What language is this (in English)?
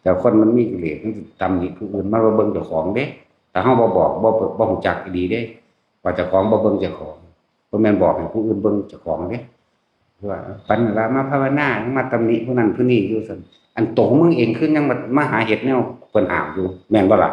Northeastern Thai